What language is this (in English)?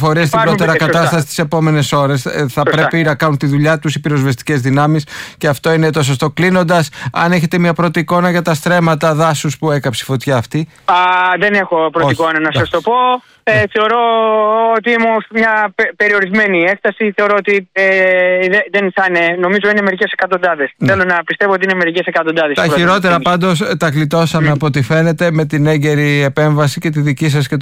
Greek